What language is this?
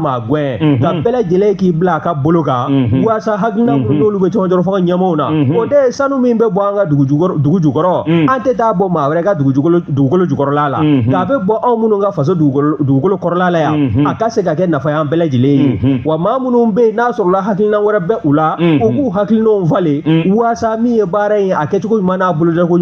Bambara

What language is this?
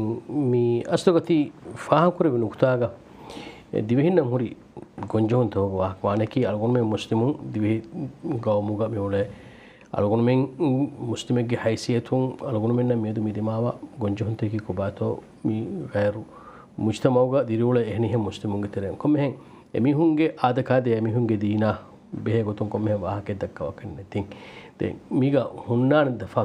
Divehi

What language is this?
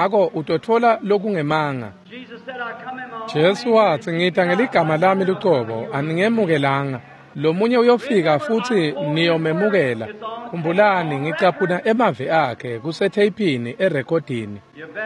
Swati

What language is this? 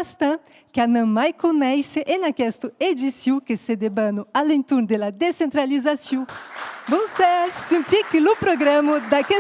Occitan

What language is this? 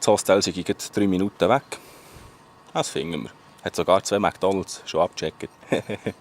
Swiss German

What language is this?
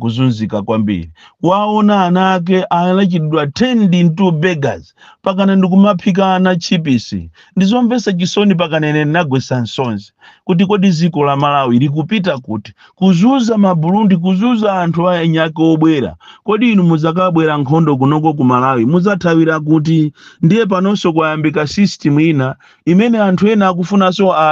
Nyanja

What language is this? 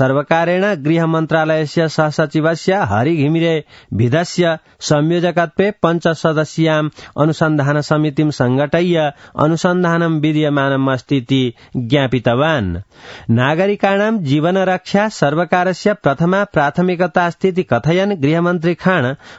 Sanskrit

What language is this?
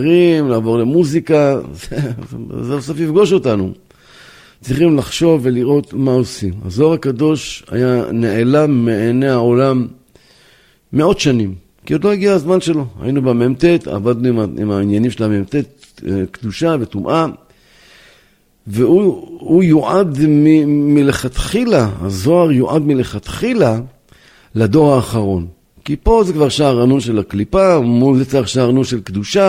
Hebrew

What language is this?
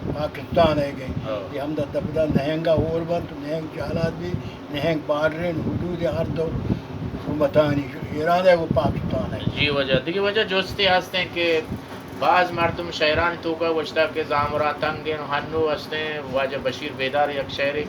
Baluchi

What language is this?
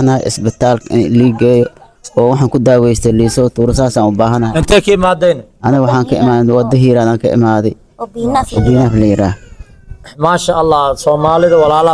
Somali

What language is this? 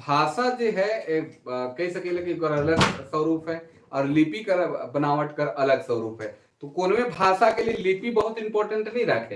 Sadri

